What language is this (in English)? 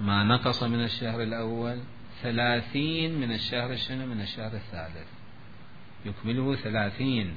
Mesopotamian Arabic